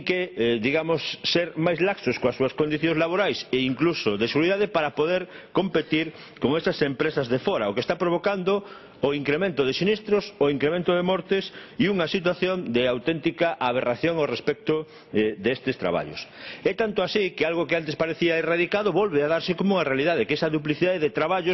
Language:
Galician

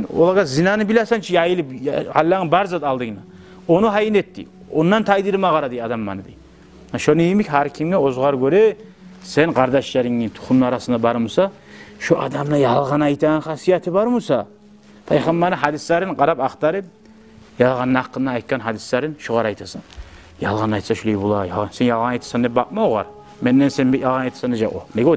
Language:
Kumyk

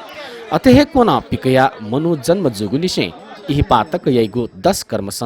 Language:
Newari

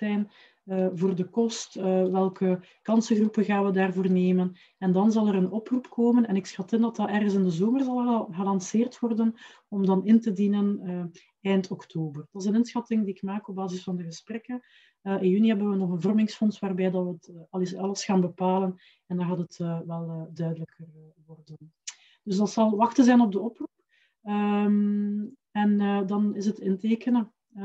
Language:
Dutch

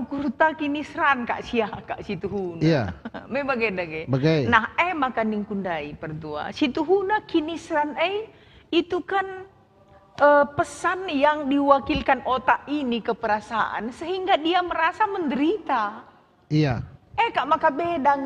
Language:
Batak Karo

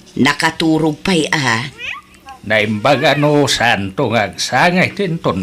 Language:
Iloko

